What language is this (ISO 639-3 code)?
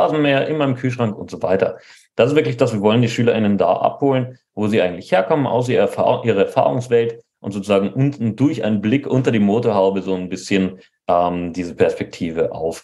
deu